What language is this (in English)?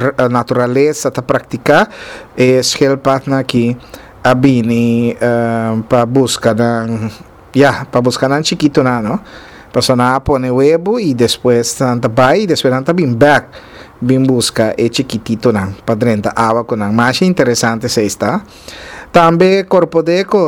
Papiamento